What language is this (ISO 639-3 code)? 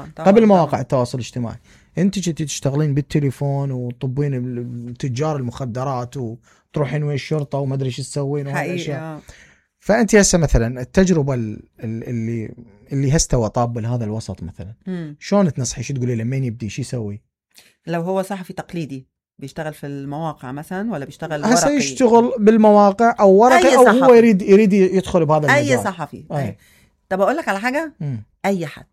acm